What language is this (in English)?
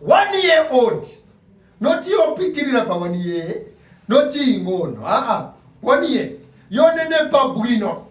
Nyanja